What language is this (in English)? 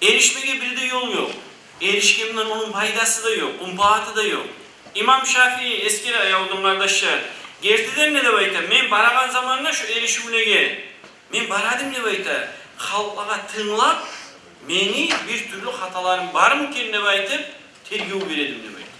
Kumyk